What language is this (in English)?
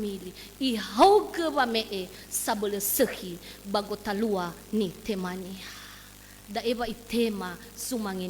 Nias